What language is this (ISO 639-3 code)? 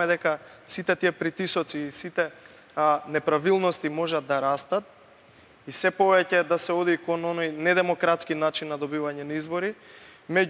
mkd